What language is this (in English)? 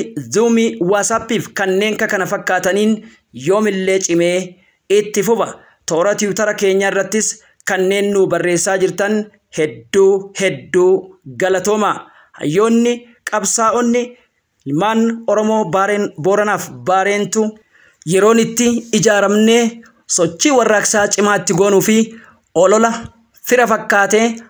Oromo